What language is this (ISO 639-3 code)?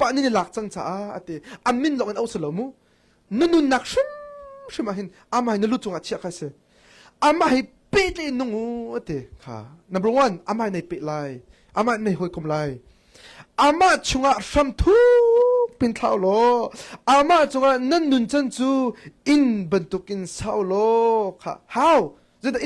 cnh